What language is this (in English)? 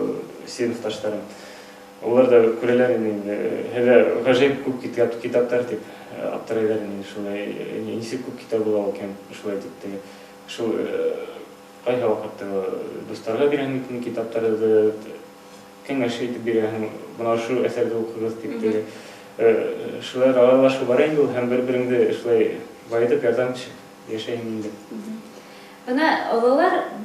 Bashkir